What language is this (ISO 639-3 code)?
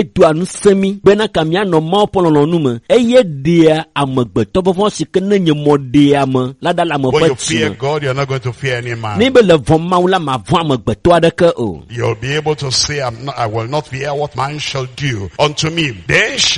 ewe